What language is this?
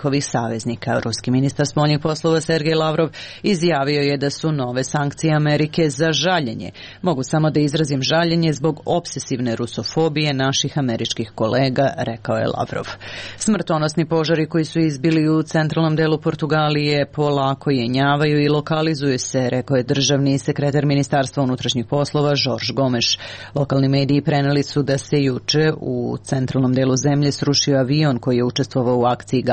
Serbian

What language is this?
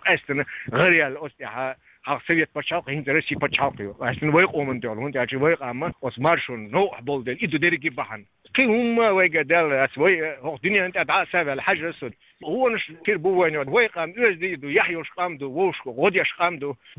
Chechen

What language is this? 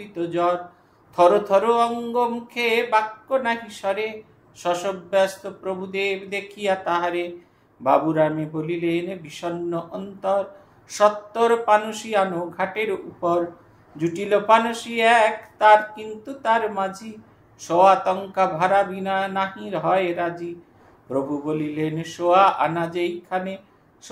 Bangla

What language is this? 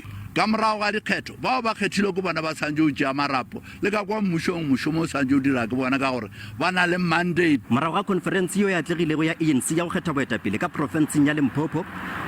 Northern Sotho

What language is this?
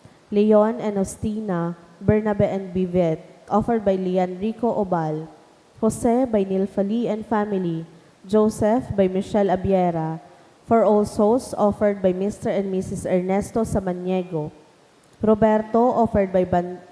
Bikol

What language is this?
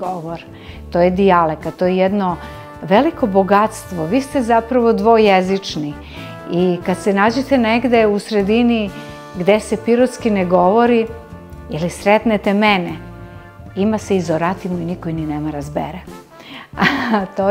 Serbian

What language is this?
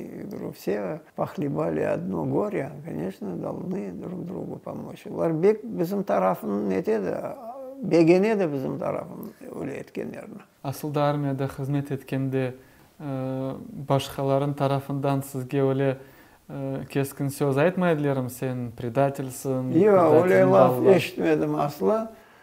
Crimean Tatar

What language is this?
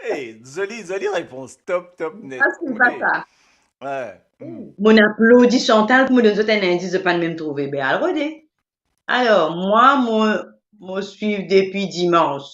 Morisyen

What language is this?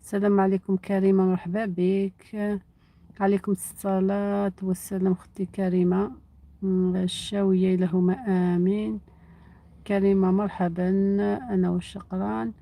Algerian Arabic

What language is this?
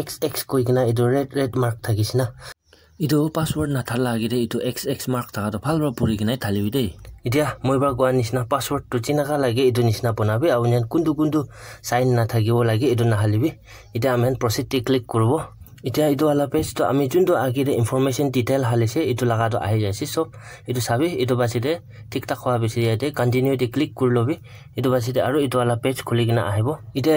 Naga Pidgin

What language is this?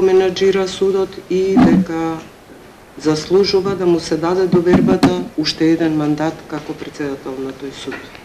Macedonian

